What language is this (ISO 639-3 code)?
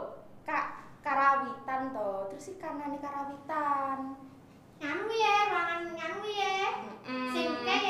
jav